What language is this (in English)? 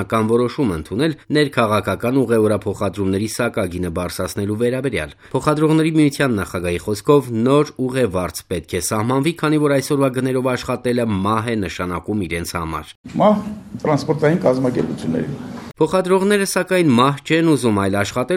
Armenian